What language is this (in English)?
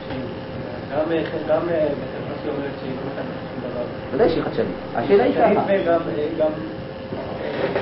Hebrew